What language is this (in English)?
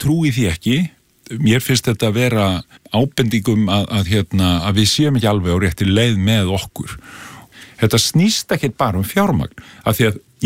Icelandic